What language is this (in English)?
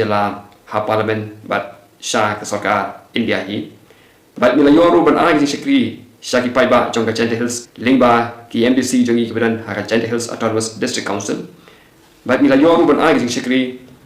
Khasi